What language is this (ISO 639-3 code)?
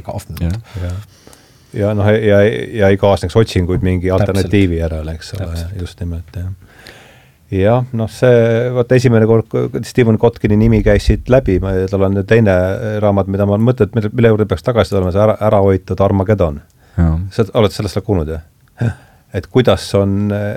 est